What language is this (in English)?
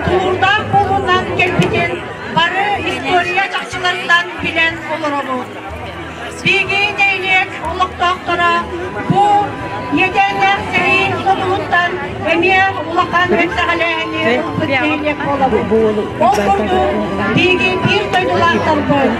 Yakut